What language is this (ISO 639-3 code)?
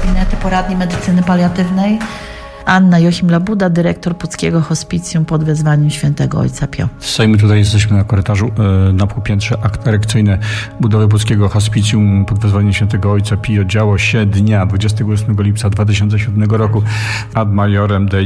pol